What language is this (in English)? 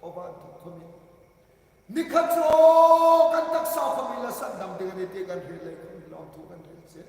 Hmar